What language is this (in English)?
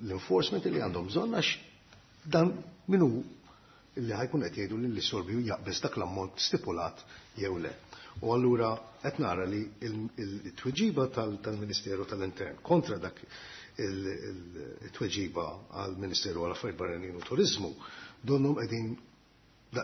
Maltese